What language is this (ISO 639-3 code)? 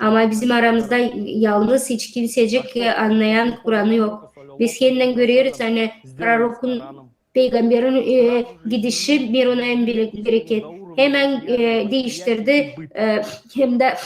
gag